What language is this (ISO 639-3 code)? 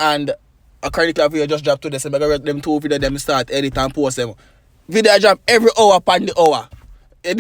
jam